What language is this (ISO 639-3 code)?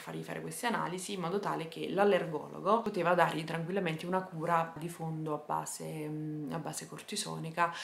ita